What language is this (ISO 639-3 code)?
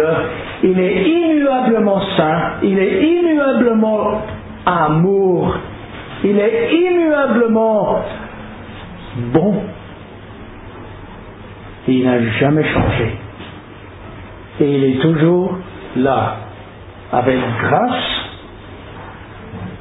fra